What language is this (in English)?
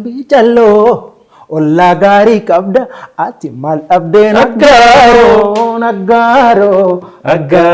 Oromo